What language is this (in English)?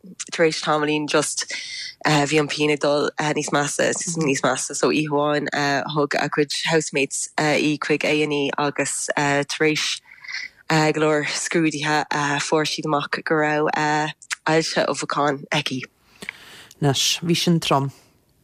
Irish